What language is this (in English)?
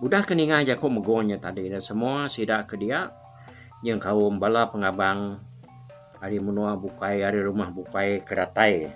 Iban